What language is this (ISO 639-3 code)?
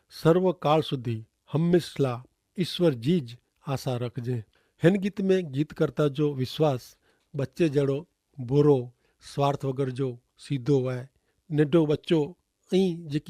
kfr